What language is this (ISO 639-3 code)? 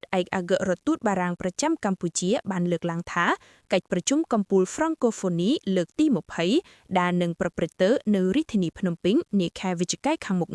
khm